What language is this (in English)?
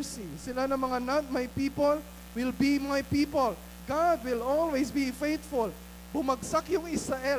Filipino